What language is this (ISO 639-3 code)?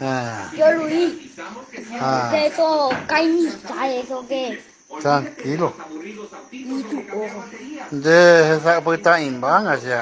grn